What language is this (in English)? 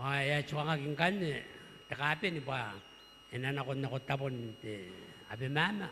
Gilbertese